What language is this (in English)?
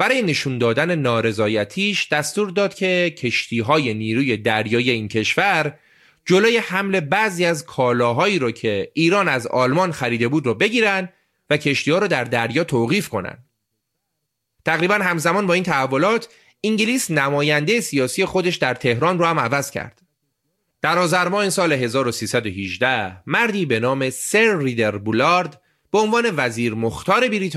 Persian